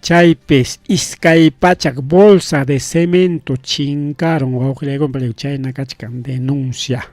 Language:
Ayacucho Quechua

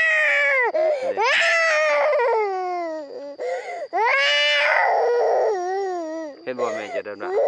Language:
Lao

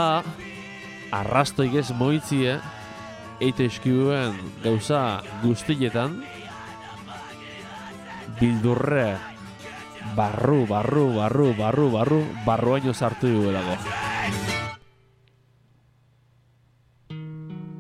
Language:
Basque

